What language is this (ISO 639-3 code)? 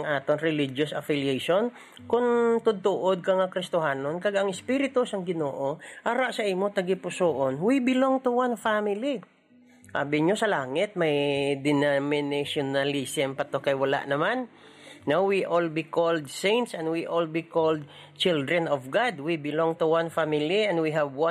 hil